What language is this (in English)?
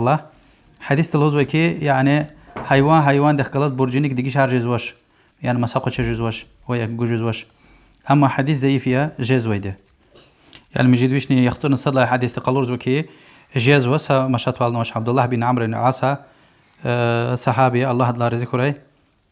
Lezghian